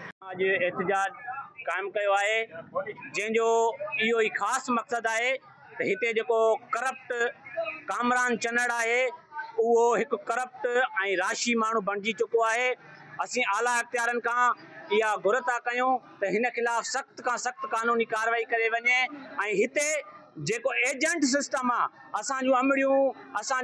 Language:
Sindhi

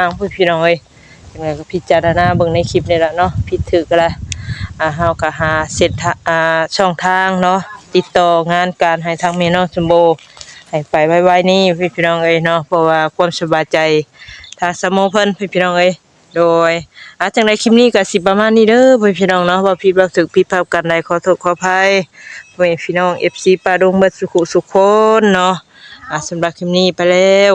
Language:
Northeastern Thai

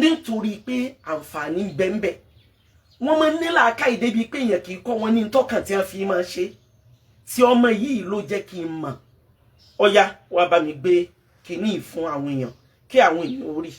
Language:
Yoruba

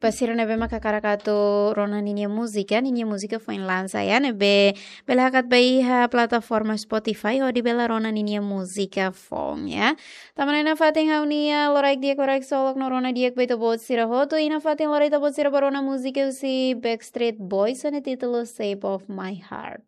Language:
Tetum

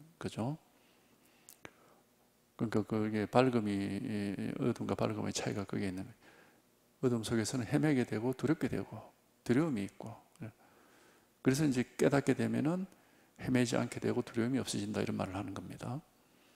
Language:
Korean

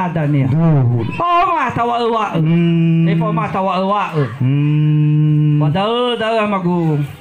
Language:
Nias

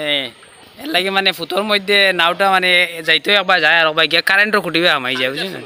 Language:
Sylheti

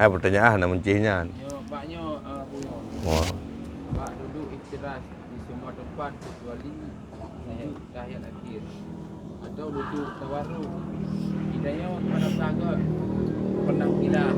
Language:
Achinese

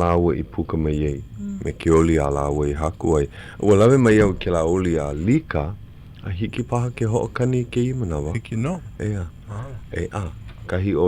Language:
Hawaiian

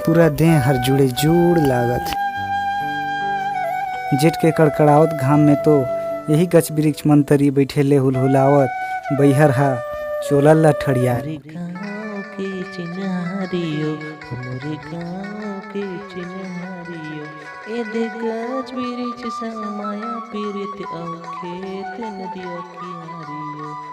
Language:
Chhattisgarhi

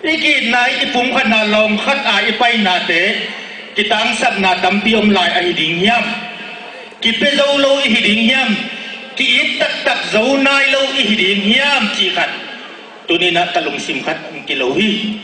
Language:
Tedim Chin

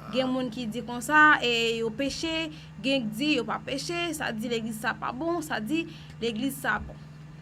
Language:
Haitian Creole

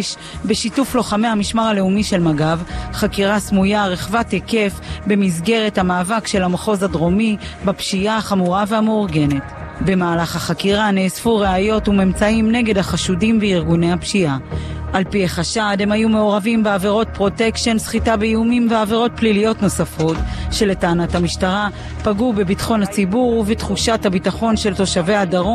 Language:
Hebrew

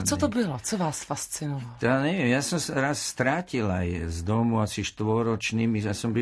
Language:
Slovak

